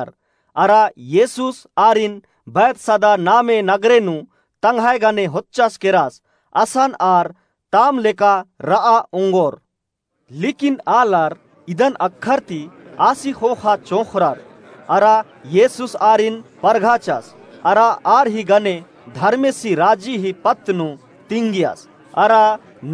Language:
Kurukh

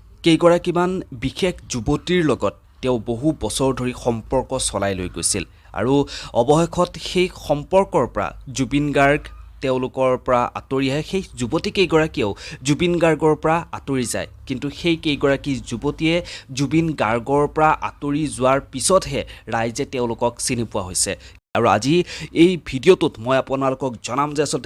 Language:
Assamese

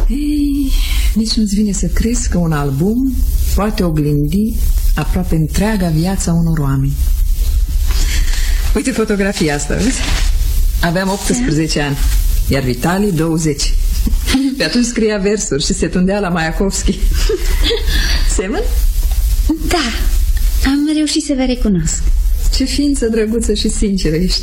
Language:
Romanian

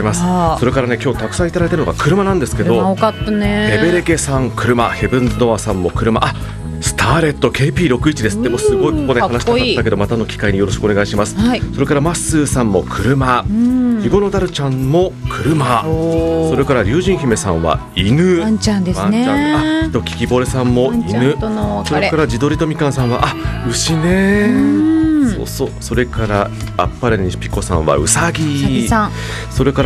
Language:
Japanese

